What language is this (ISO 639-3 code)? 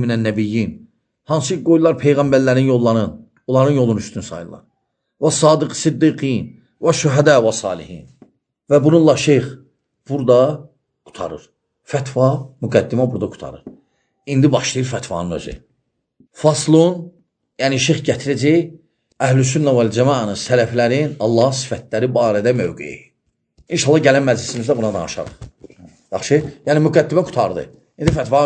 aze